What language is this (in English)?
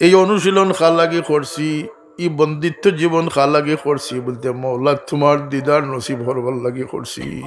Sylheti